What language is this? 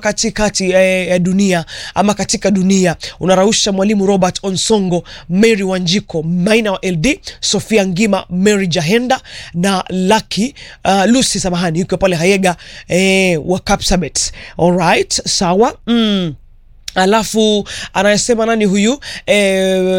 Swahili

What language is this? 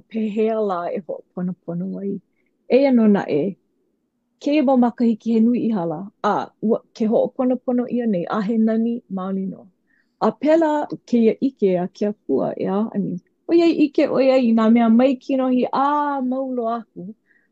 Hawaiian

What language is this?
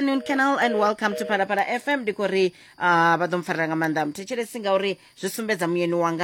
Venda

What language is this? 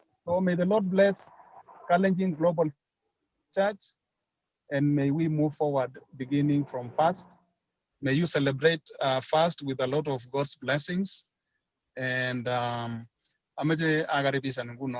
Kalenjin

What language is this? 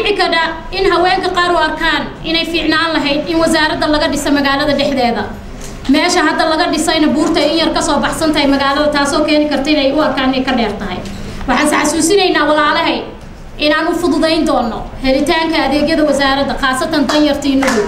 Somali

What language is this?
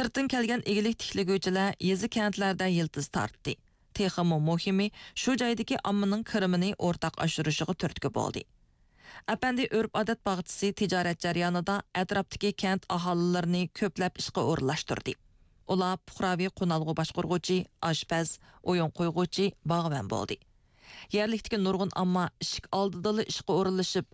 Uyghur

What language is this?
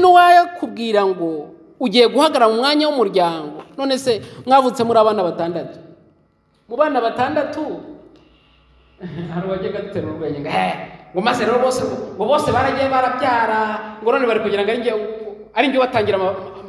Kinyarwanda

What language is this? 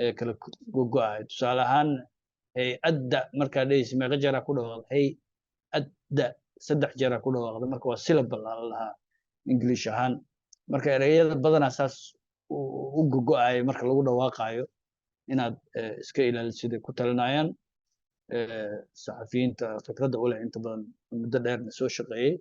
Somali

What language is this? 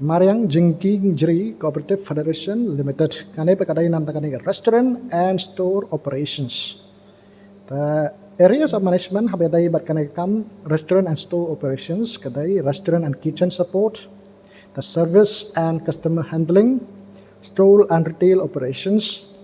Khasi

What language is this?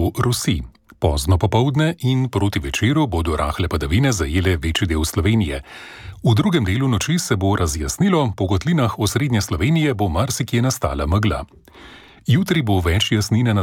Slovenian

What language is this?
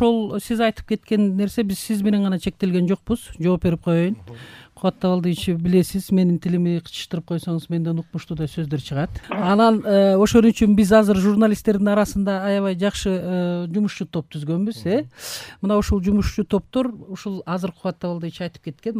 Kyrgyz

